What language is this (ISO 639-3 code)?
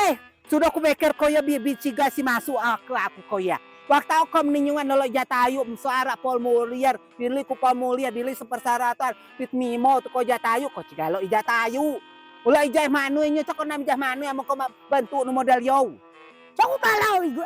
rej